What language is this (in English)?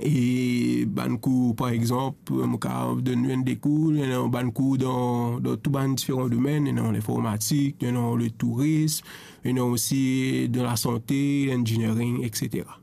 Morisyen